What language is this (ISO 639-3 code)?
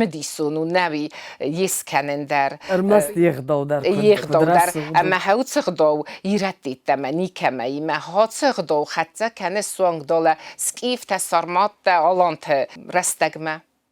oss